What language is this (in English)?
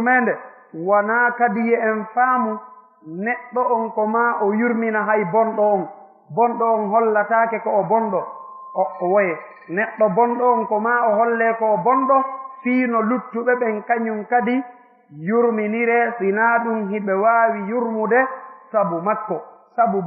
Fula